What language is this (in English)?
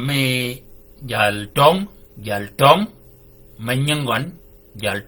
Shilluk